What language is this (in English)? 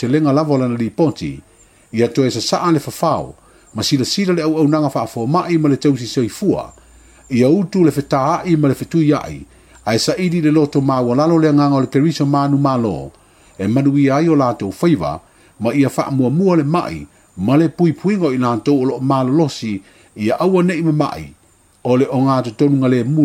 Samoan